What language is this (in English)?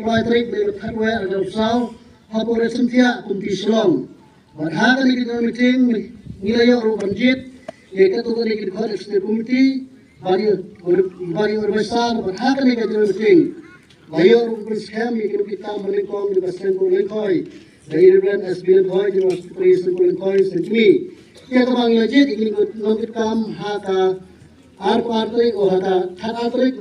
Khasi